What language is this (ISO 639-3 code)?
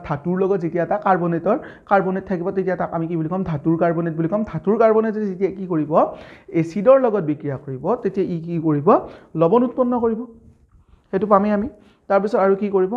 asm